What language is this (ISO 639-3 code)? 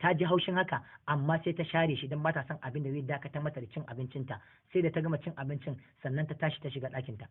hau